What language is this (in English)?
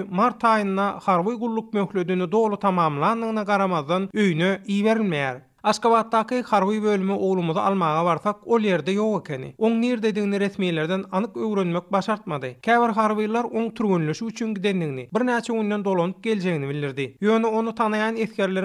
Turkmen